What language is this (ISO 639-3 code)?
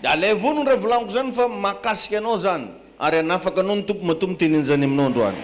mlg